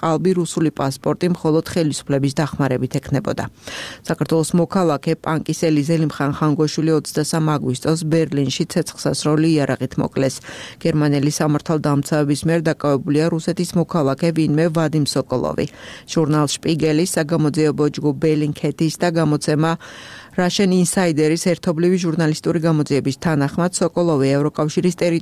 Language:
Georgian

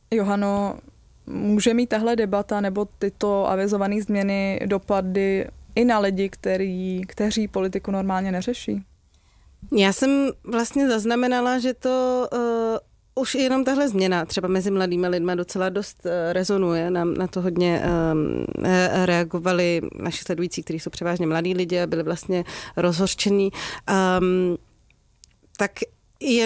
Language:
Czech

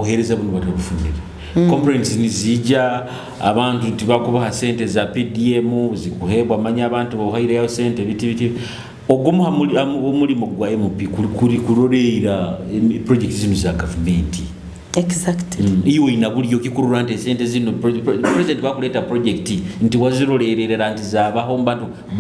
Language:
Nyoro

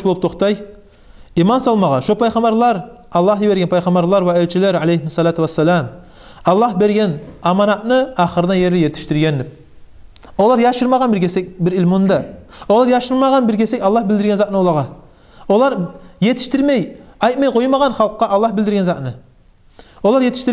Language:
Kumyk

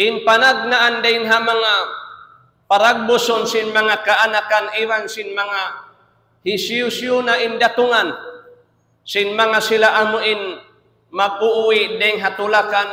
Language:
Tausug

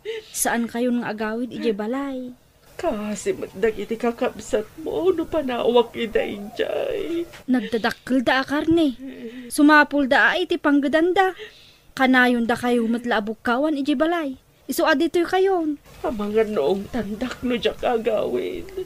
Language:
Iloko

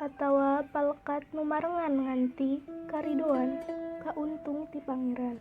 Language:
Sundanese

